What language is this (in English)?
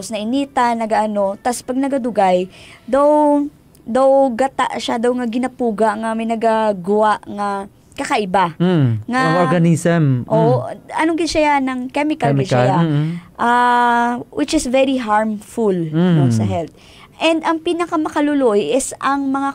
Hiligaynon